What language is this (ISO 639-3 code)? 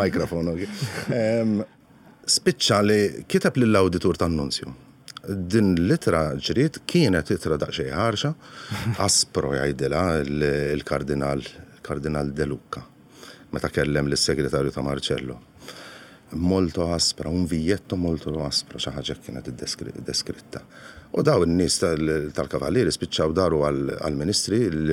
mlt